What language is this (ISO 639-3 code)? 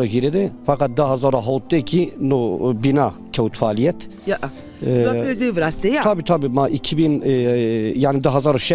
zza